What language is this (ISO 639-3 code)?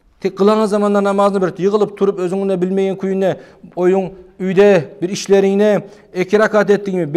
kum